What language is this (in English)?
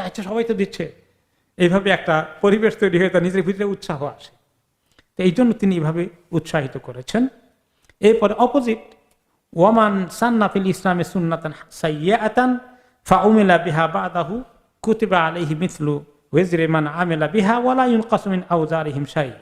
Bangla